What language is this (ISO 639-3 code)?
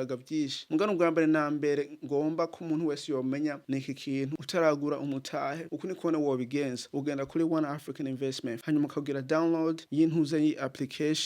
run